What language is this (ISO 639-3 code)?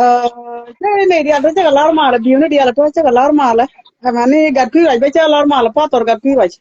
nus